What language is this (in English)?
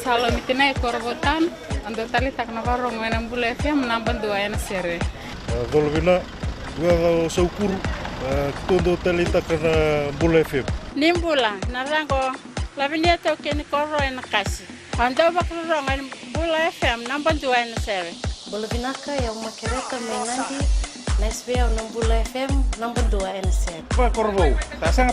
Fijian